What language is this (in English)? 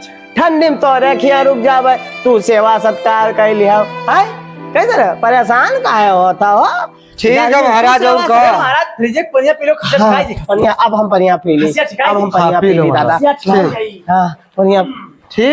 Awadhi